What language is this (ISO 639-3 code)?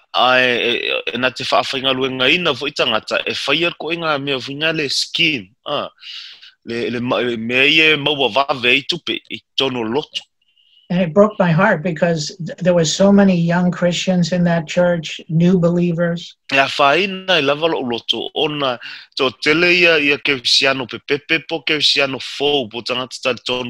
smo